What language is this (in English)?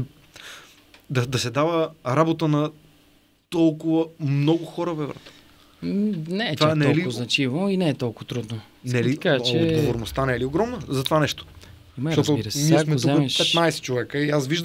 Bulgarian